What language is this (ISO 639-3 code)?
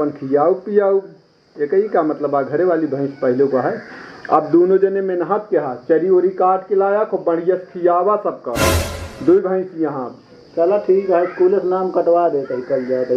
awa